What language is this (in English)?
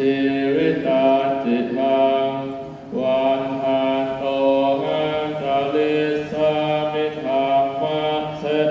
Pali